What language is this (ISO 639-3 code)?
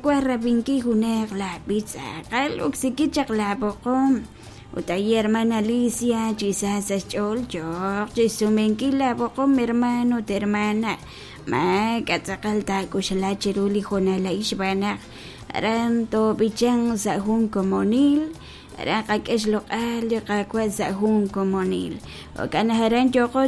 kek